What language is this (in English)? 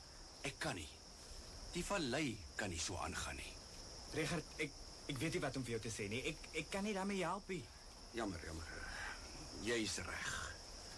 Afrikaans